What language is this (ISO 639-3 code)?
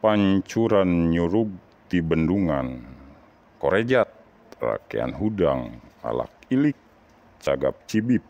sun